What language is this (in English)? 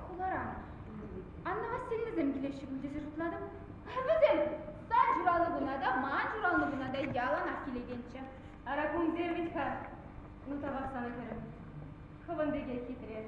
Chuvash